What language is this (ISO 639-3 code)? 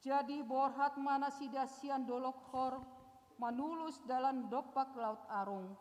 bbc